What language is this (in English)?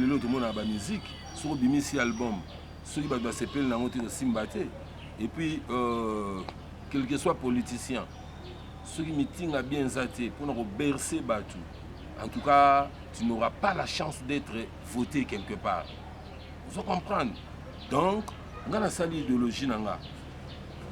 Lingala